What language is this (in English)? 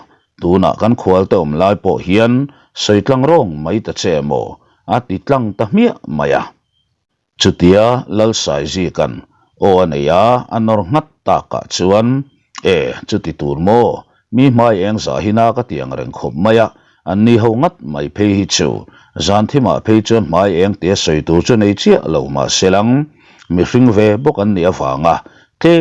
Mizo